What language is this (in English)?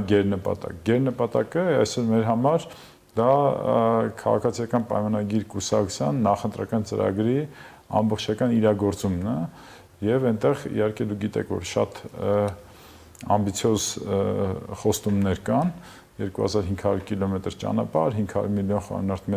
Armenian